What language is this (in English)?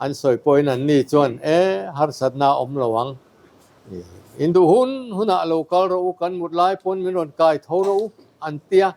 Mizo